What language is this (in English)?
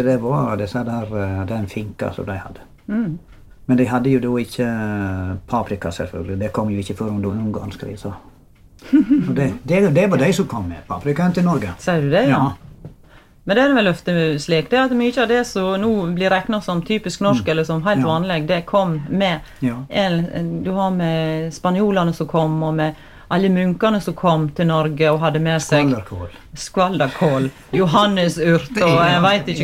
Norwegian